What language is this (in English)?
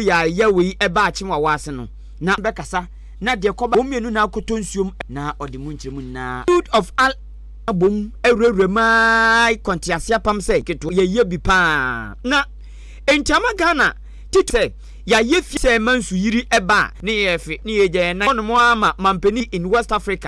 Akan